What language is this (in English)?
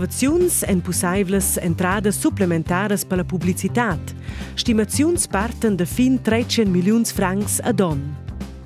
Romansh